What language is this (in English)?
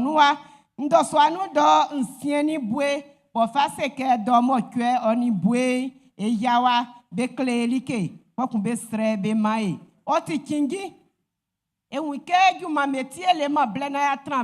Baoulé